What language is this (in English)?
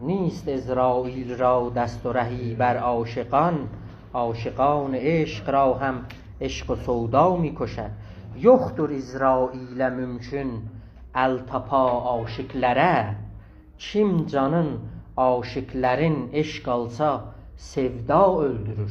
South Azerbaijani